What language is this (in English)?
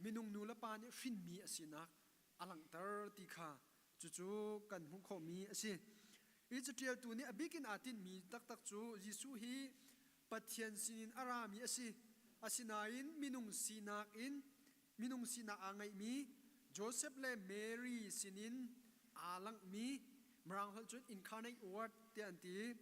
Hakha Chin